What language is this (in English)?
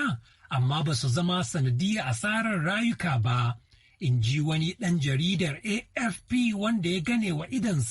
Hausa